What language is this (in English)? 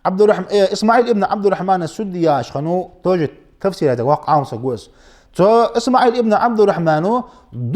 Ingush